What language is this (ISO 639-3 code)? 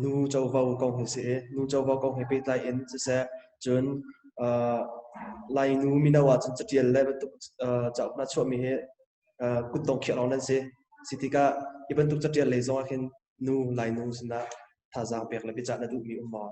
cnh